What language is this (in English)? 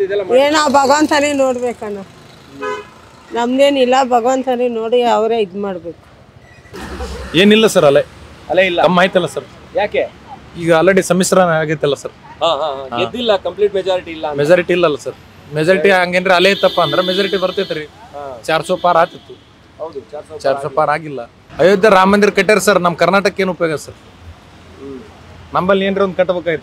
Kannada